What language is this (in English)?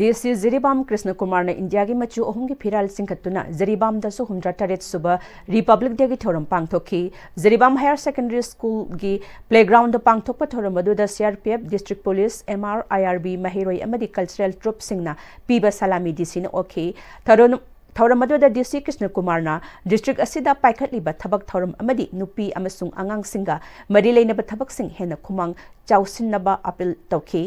Manipuri